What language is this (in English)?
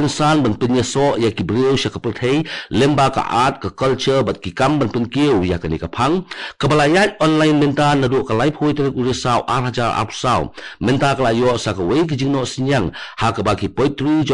Khasi